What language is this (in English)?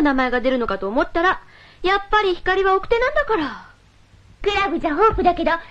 Japanese